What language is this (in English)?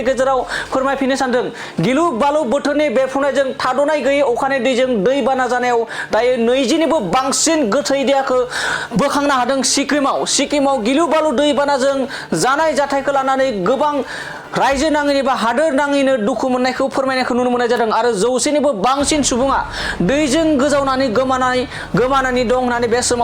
Bodo